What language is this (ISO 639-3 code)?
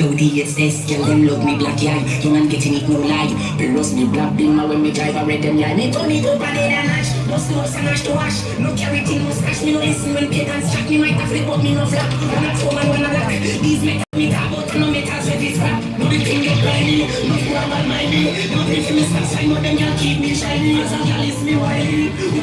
jam